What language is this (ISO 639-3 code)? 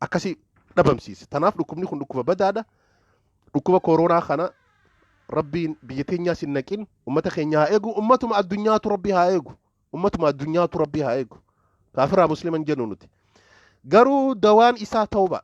orm